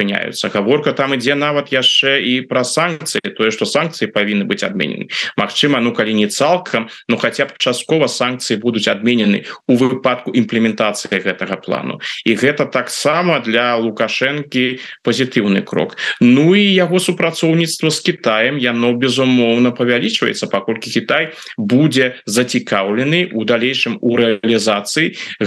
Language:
Belarusian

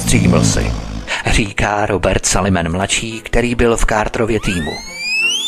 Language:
Czech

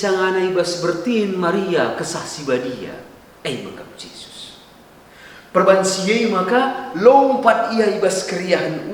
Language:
Batak Karo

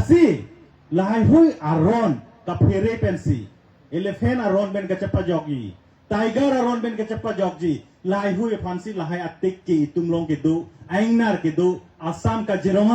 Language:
Karbi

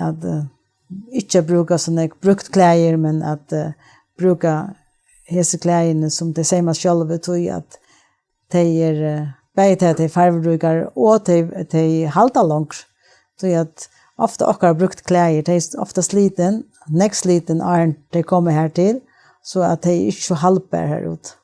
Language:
Faroese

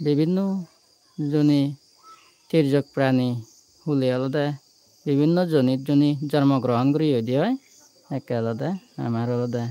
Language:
Chakma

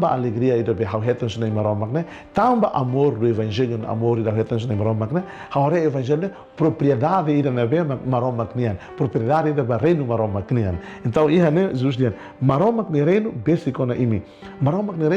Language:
Tetum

